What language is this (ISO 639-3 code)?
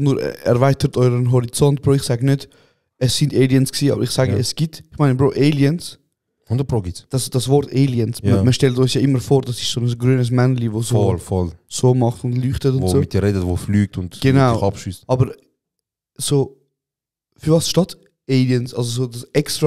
gsw